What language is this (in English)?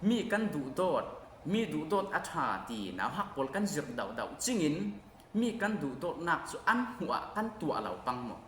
Falam Chin